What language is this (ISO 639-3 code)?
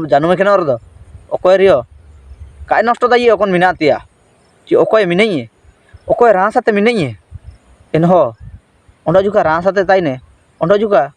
hoc